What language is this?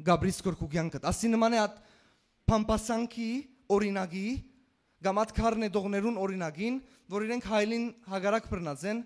Western Armenian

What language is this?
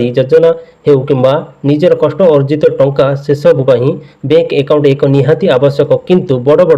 Odia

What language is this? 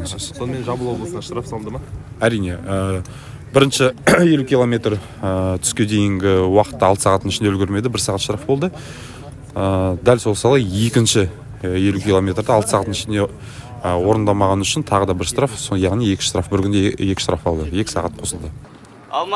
Kazakh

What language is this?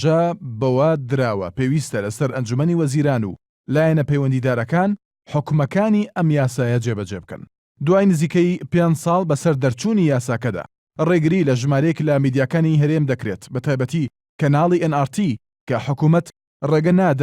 Central Kurdish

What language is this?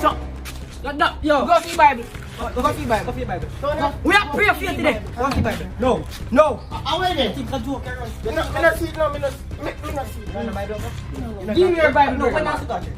Jamaican Creole English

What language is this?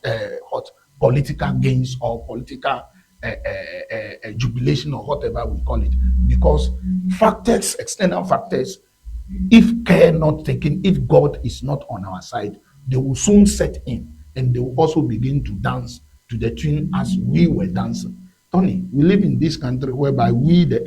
Ewe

